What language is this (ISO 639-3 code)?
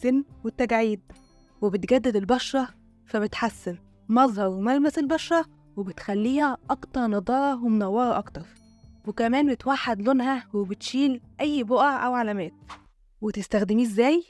arz